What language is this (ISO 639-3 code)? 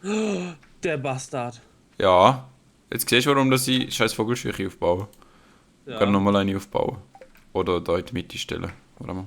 gsw